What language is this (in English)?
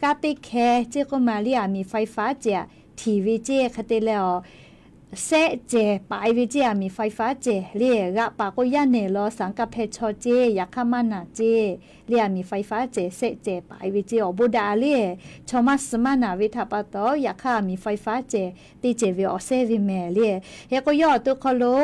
Lahu